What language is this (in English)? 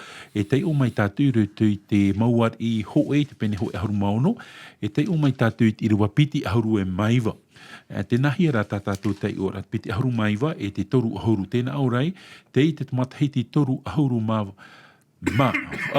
Tahitian